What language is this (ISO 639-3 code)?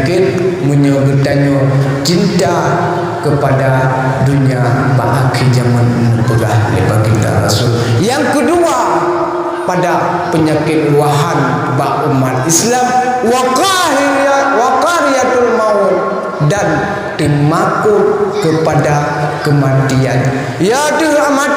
ace